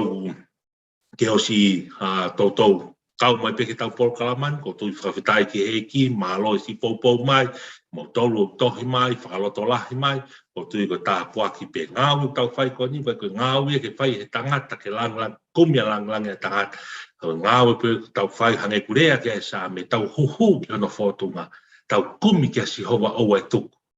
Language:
Tongan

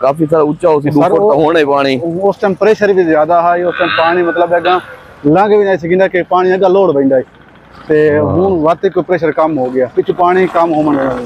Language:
Saraiki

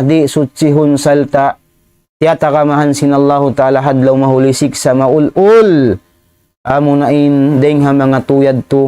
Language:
Tausug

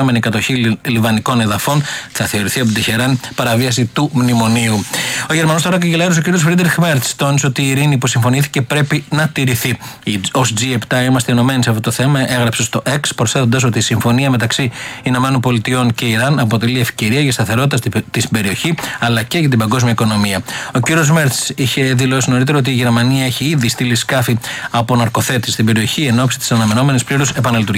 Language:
Greek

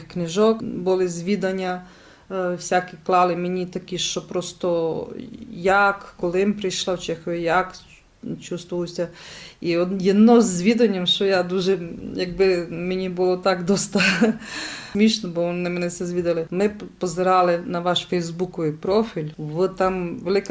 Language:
Rusyn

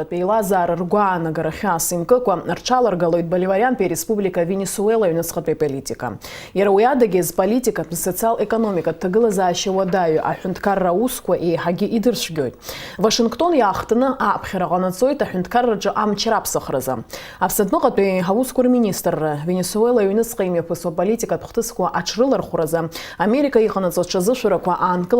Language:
Abkhazian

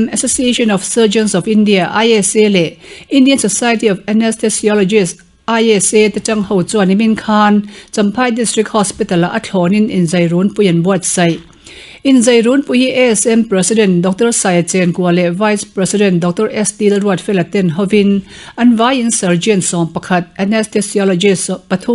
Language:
Mizo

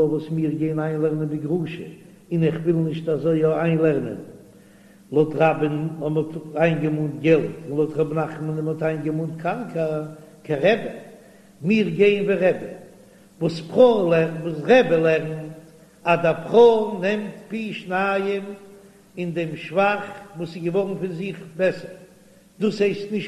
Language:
Yiddish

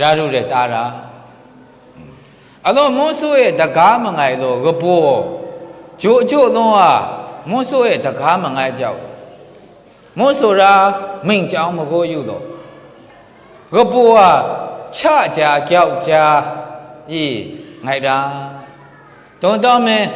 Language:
Maru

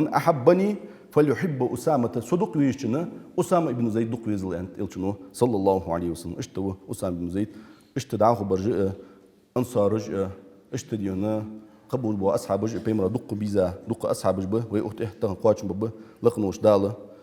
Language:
Ingush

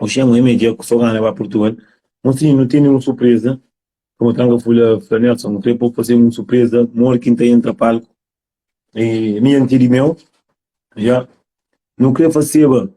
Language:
Kabuverdianu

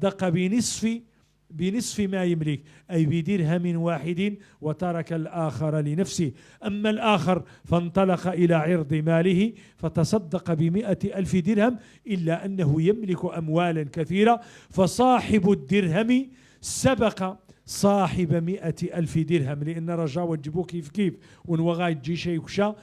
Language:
Moroccan Arabic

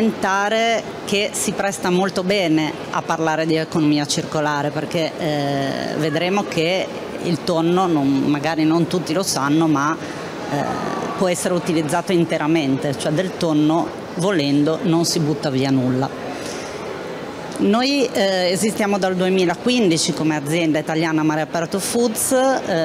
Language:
Italian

